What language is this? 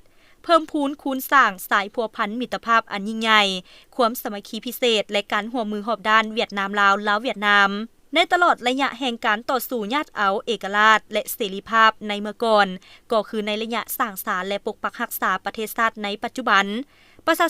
Lao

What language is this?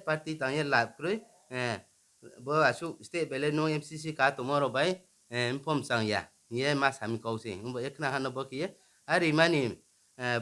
Riang (India)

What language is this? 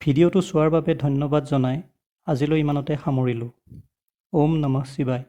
Assamese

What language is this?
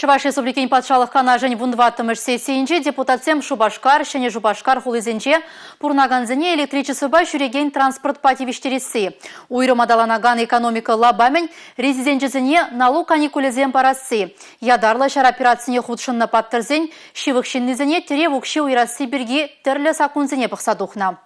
Chuvash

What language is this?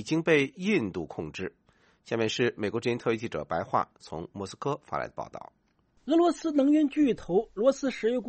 Chinese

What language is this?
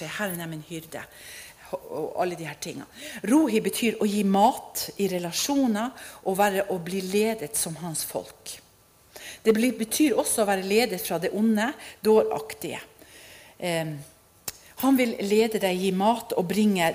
Norwegian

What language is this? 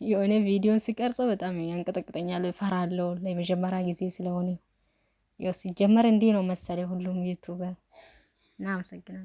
Amharic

